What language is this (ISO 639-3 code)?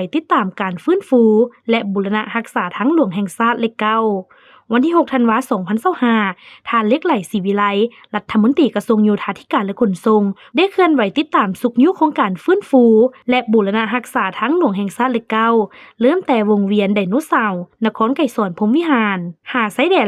lao